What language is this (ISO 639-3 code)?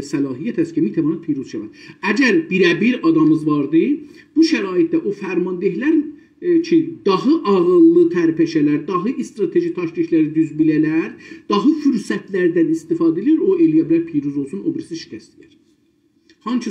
azb